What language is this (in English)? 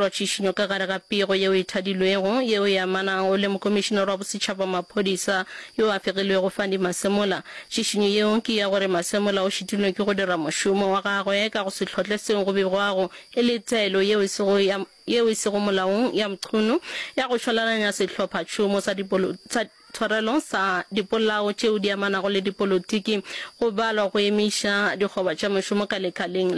Northern Sotho